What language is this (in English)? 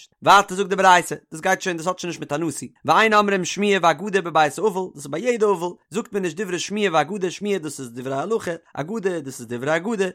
Yiddish